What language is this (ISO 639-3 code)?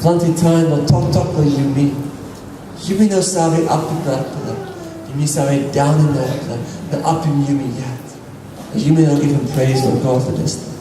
tpi